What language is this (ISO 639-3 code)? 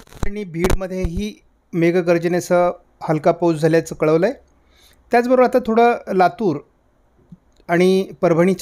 mar